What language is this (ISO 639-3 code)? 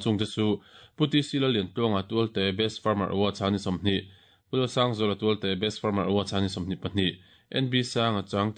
lus